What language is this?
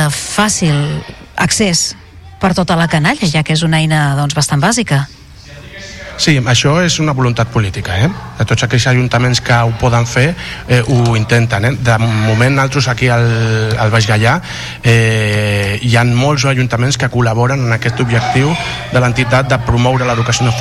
Catalan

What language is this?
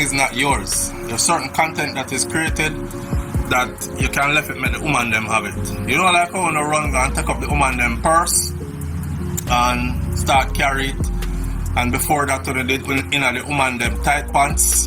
Jamaican Creole English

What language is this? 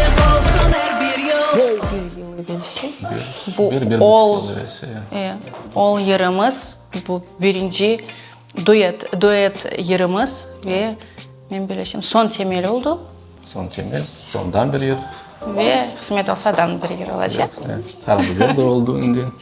Crimean Tatar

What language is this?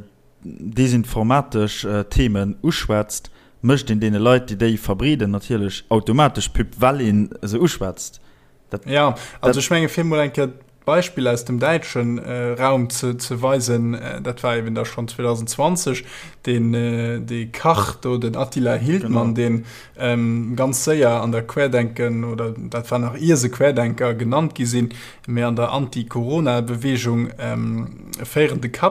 Luxembourgish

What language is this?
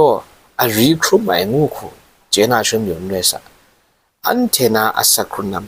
Kachin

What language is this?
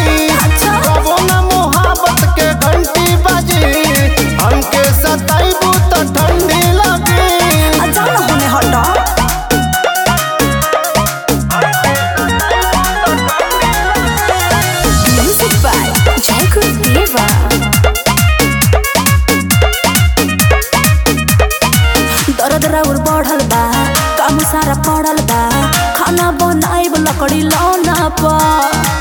Bhojpuri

